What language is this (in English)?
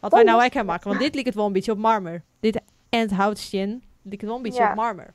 Western Frisian